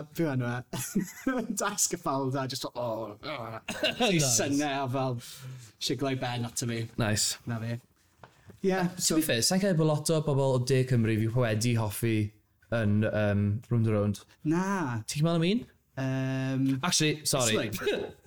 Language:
Welsh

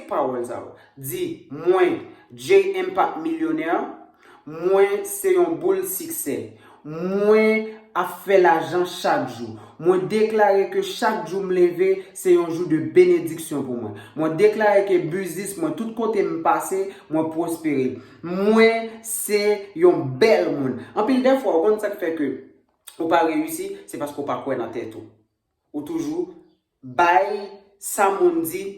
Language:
Haitian Creole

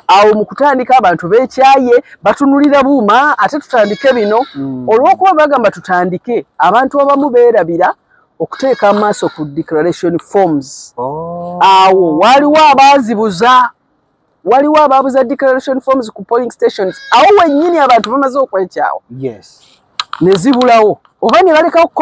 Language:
Ganda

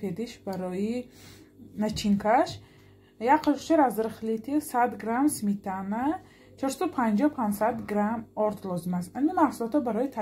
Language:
Tajik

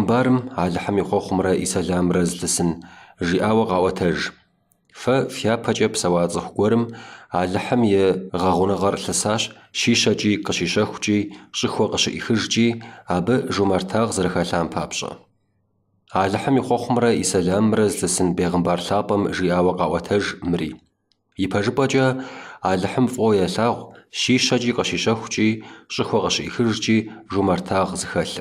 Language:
Kabardian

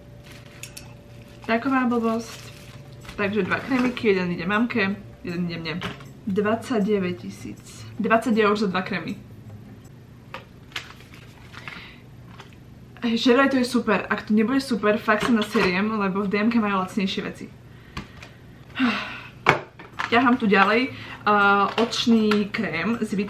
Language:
Slovak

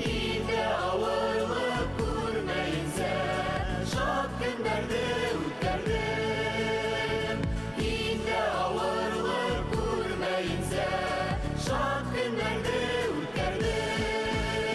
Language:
Bashkir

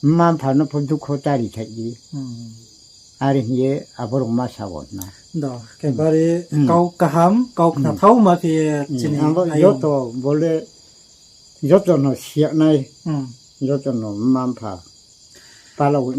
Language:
Riang (India)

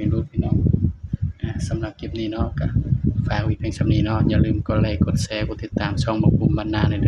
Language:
Northeastern Thai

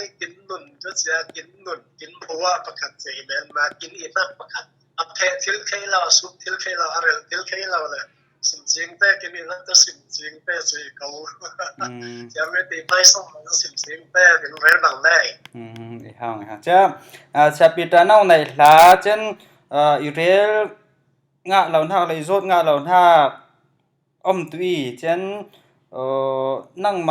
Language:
Falam Chin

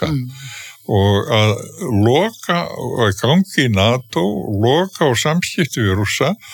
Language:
Icelandic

